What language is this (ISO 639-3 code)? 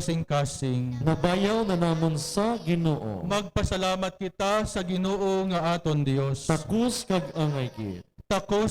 hil